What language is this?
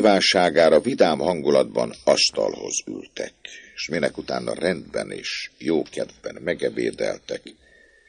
Hungarian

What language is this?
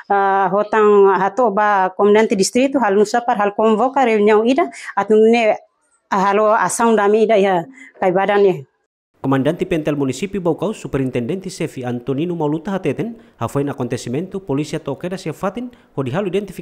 Tetum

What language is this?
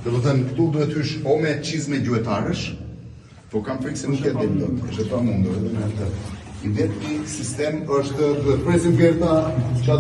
Albanian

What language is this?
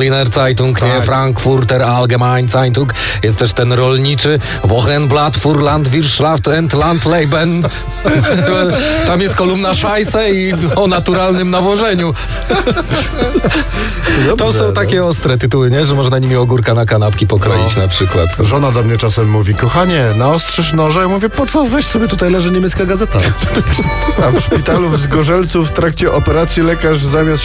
Polish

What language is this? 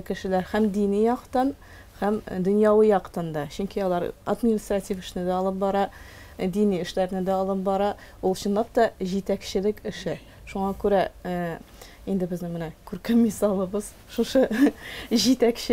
Tatar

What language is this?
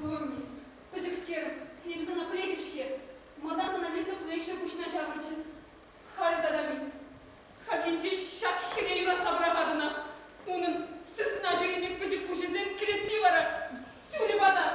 Chuvash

